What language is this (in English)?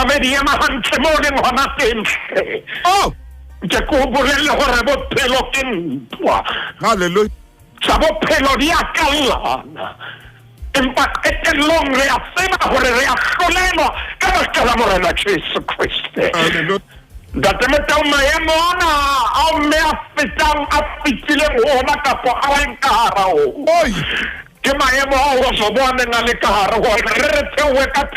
Southern Sotho